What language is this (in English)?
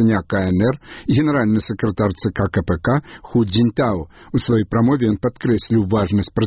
Belarusian